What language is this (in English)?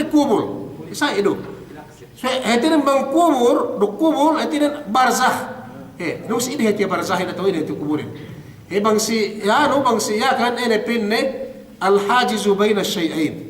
Yakan